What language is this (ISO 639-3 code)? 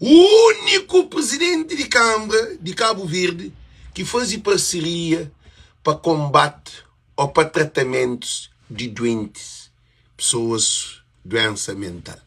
kea